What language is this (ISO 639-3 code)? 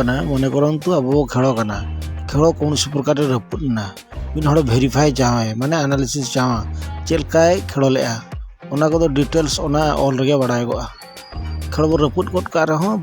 sat